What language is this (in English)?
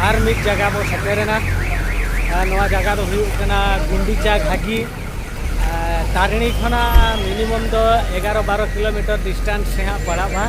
Santali